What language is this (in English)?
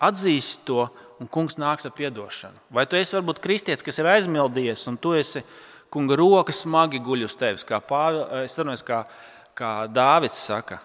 Latvian